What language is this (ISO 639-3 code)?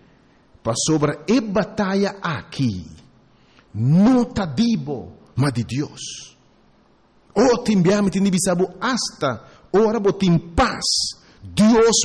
pap